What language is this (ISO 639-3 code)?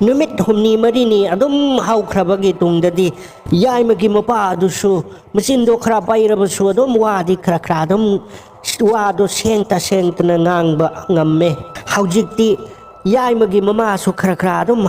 mni